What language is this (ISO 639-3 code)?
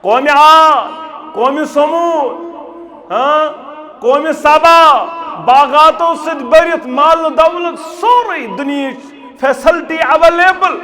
kas